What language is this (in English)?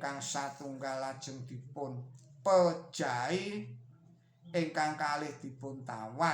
Javanese